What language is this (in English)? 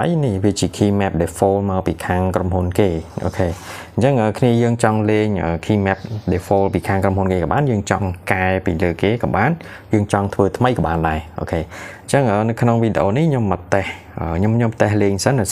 Khmer